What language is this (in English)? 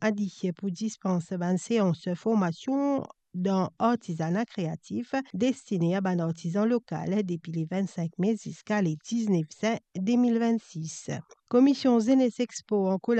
Morisyen